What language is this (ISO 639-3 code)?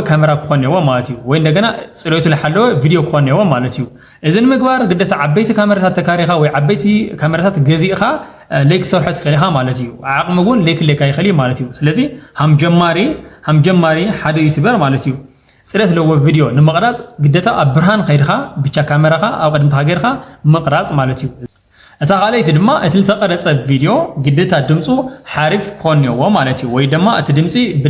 tir